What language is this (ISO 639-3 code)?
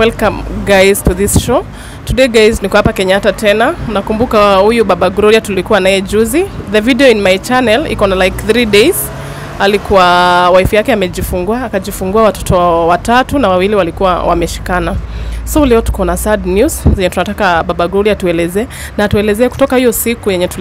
swa